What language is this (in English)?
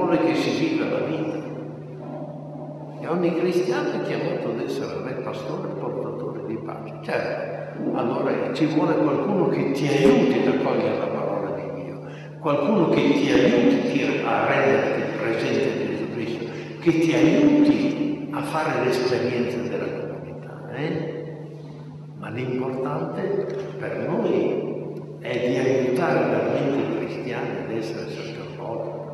Italian